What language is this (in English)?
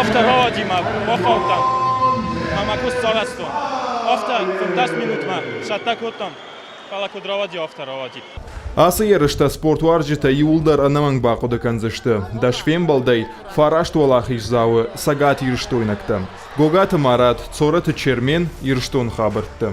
Ossetic